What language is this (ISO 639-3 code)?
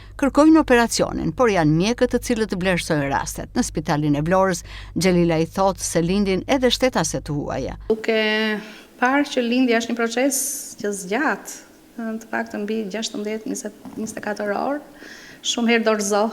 sqi